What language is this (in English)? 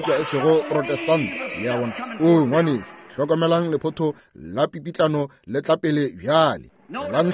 Northern Sotho